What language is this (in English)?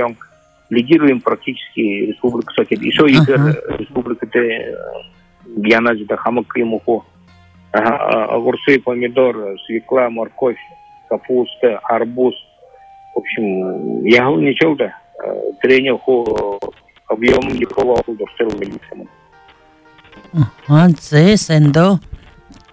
Buriat